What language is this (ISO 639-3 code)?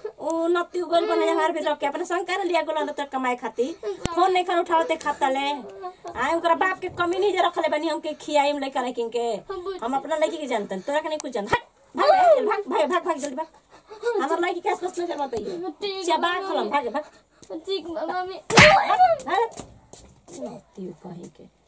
bho